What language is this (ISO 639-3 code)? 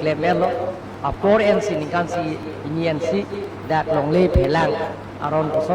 mjw